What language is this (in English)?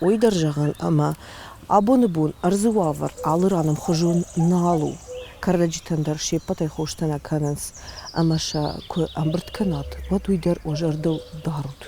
Ossetic